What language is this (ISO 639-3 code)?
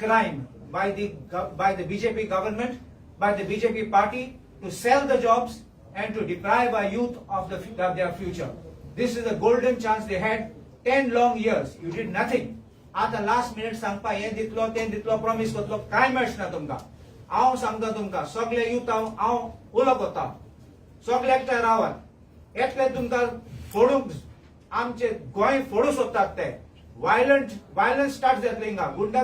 kok